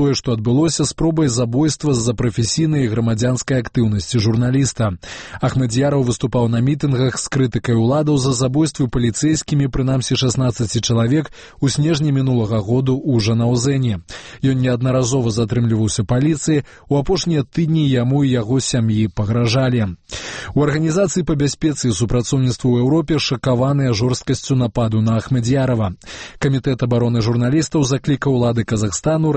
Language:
Belarusian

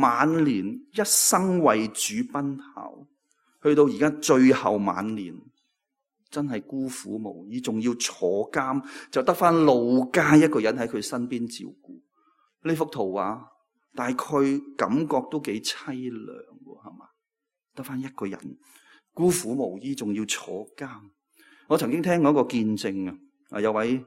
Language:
Cantonese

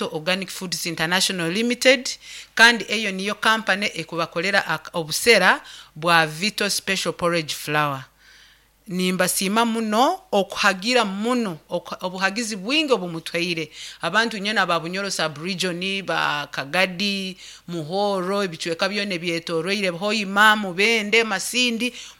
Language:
Nyoro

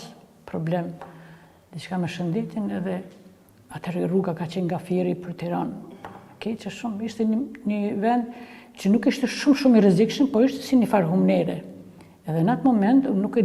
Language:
Albanian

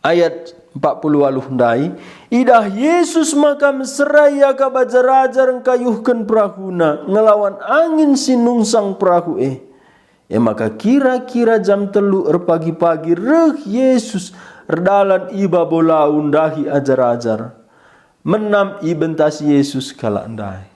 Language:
Batak Karo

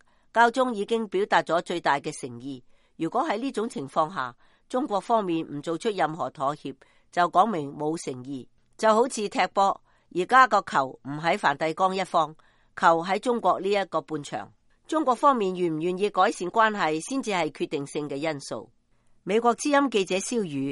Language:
Cantonese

